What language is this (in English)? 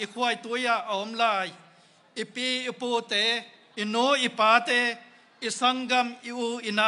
Tedim Chin